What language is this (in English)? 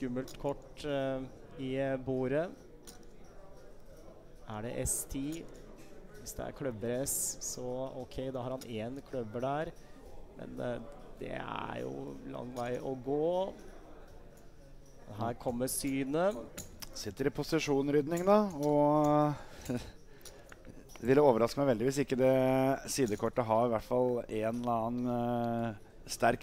Norwegian